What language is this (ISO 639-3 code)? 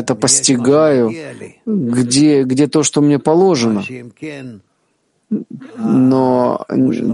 rus